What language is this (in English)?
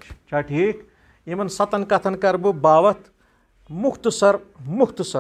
Kashmiri